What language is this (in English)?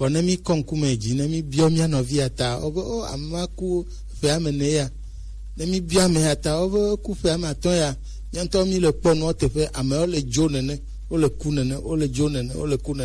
Gen